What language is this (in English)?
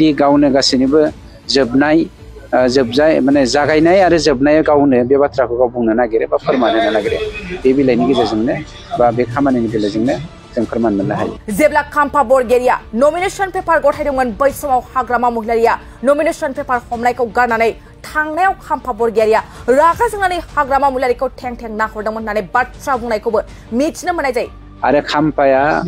Bodo